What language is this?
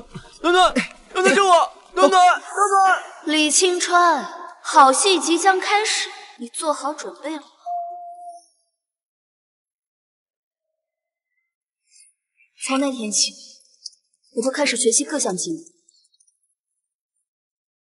Chinese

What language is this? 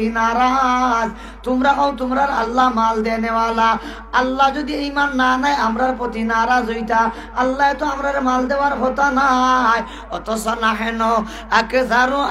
Sylheti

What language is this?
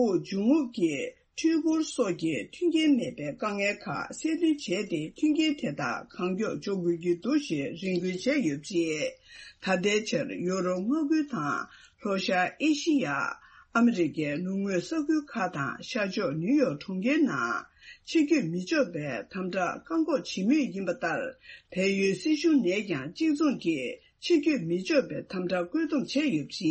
Tibetan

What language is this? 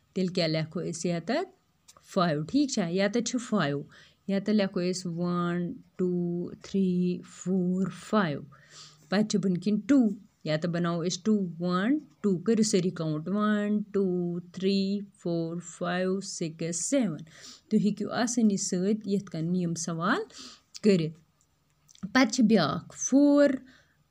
Kashmiri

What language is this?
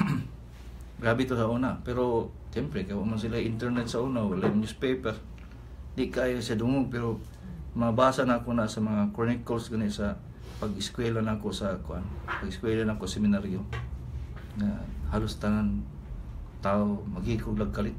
Cebuano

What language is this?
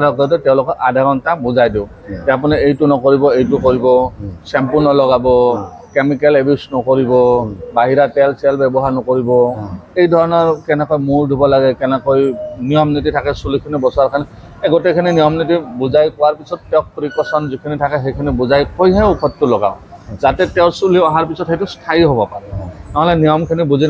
Assamese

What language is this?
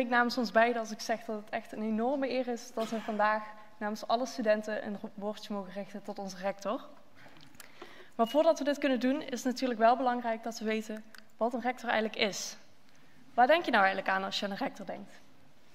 Dutch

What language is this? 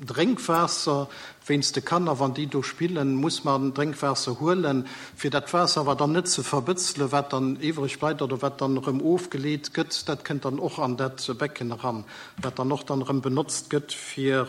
Luxembourgish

